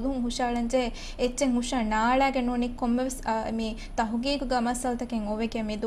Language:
Divehi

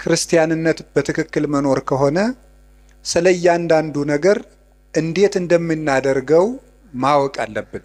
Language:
Amharic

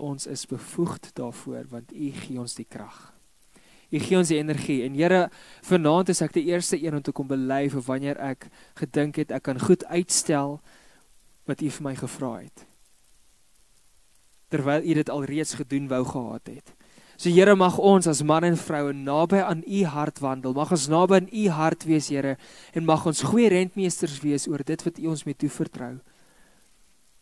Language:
Afrikaans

